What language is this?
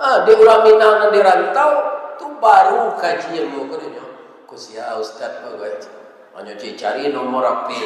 Minangkabau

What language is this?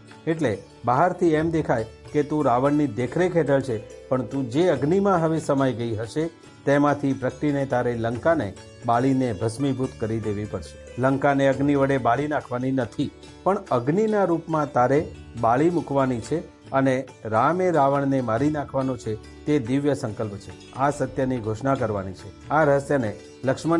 Gujarati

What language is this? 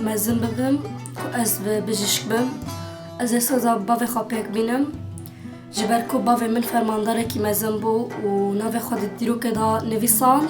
Kurdish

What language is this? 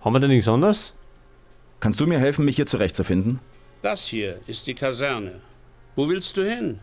Bavarian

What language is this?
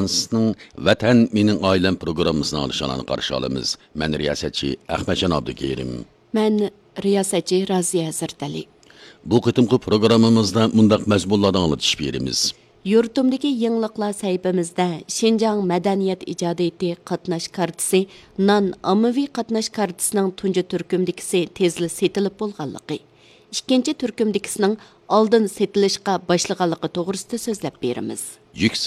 Uyghur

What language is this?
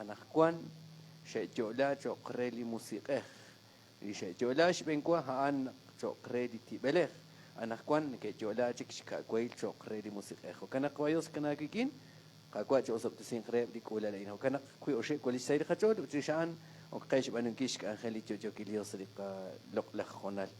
Kekchí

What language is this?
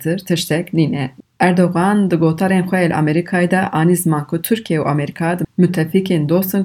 Kurdish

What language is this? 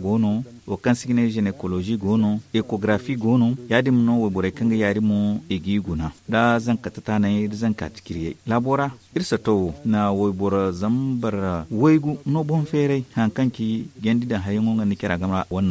Zarma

